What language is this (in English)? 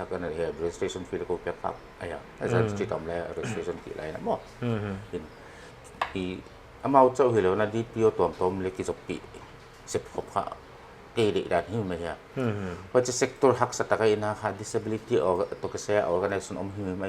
Paite Chin